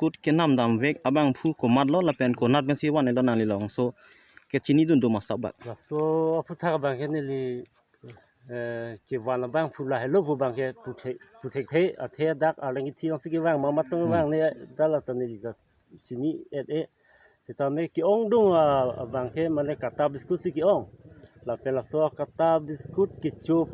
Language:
Karbi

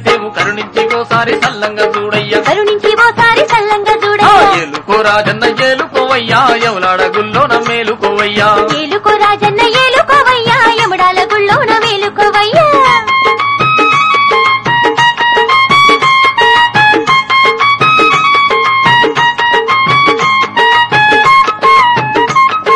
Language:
Telugu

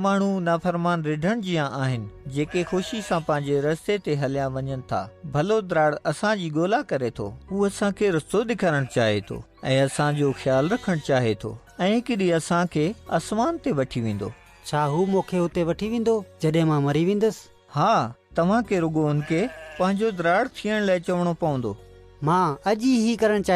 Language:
Sindhi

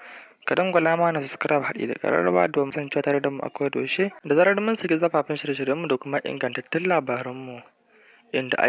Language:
Hausa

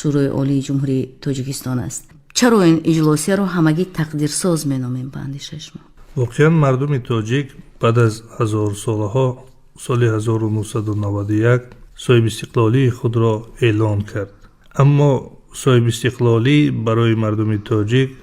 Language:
Tajik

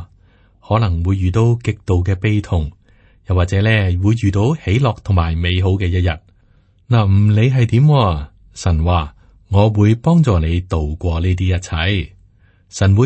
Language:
Cantonese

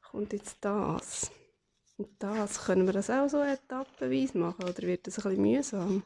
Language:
Swiss German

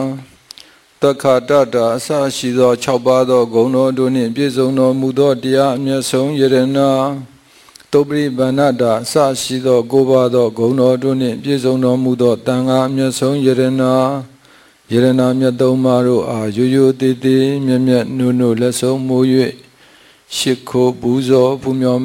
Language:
Burmese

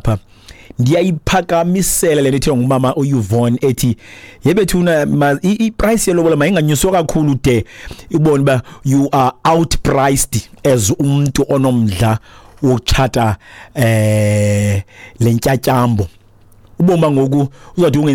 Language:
Xhosa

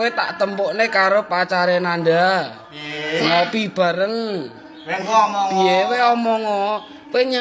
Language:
Javanese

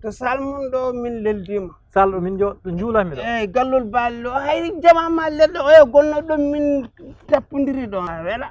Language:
Fula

